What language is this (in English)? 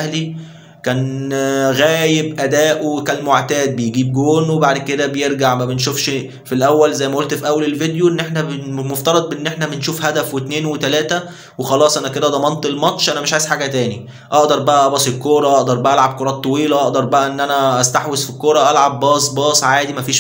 Egyptian Arabic